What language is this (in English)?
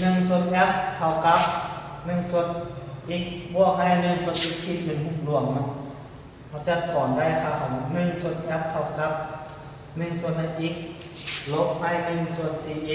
Lao